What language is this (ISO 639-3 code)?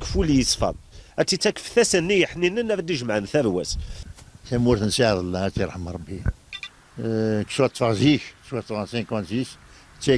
kab